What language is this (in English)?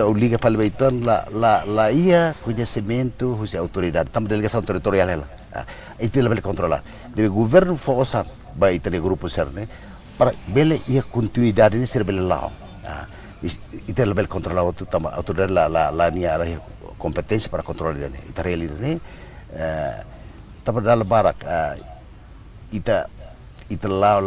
Tetum